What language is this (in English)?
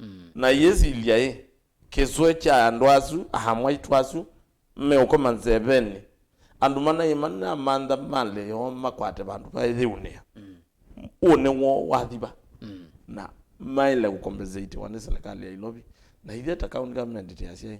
Kamba